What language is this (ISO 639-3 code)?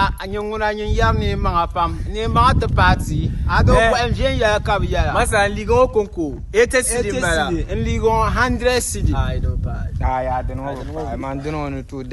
dag